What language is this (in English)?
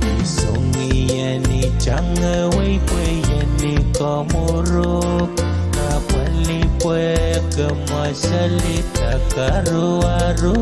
Pohnpeian